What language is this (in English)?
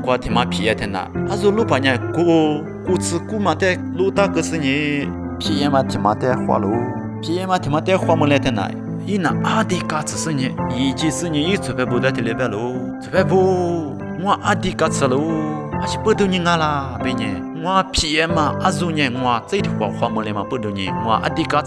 Lisu